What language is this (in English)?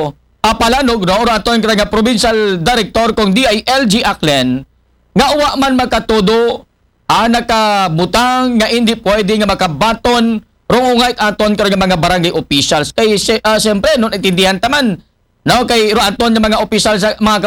Aklanon